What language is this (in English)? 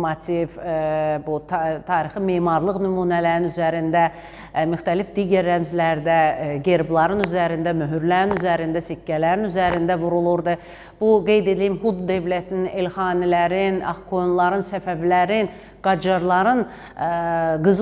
Azerbaijani